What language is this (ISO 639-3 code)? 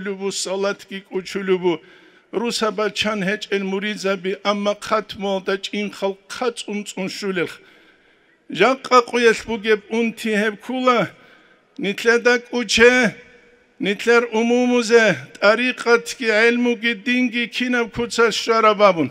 ava